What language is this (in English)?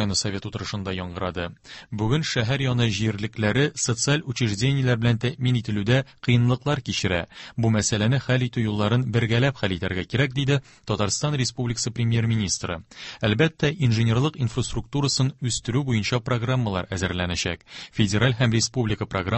Tatar